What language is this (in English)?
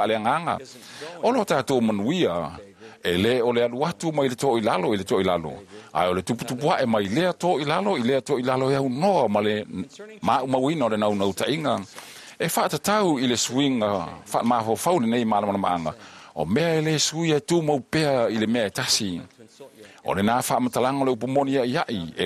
Samoan